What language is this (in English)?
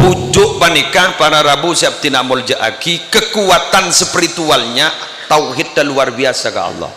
Madurese